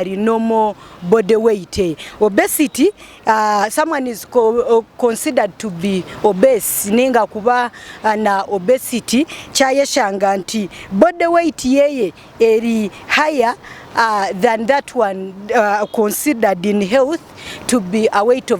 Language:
Nyankole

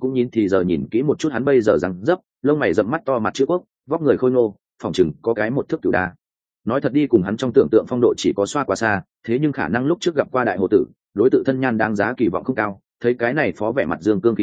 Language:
Vietnamese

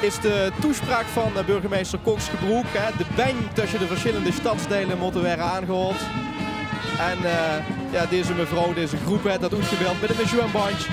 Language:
Limburgish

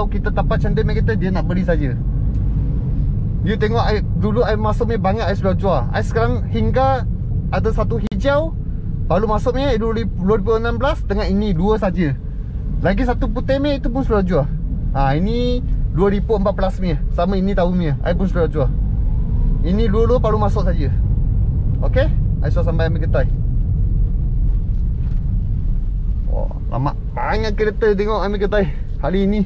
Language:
Malay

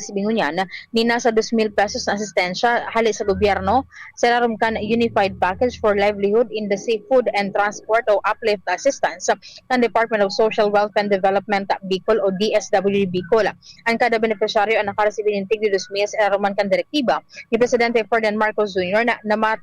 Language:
Bikol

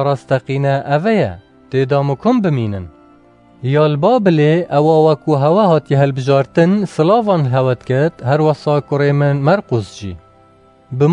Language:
Kurdish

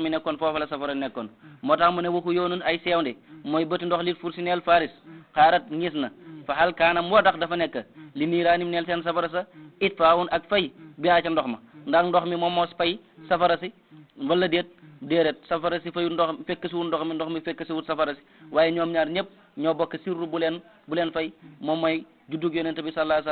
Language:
Wolof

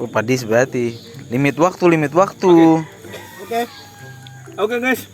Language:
Ambonese Malay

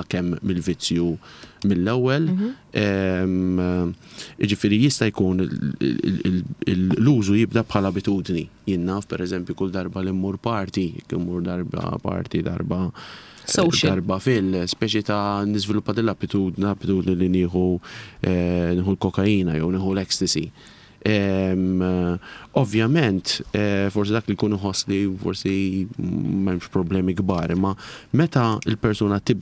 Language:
Maltese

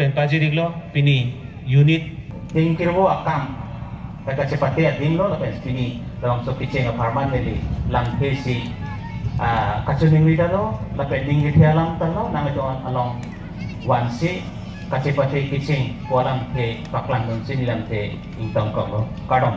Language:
Karbi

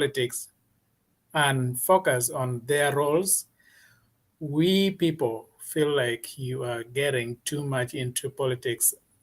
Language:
Acoli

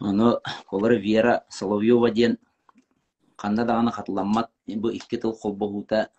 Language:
Yakut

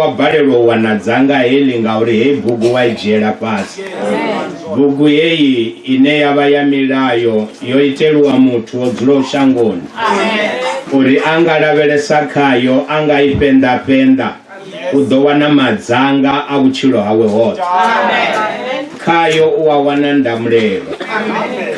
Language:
Venda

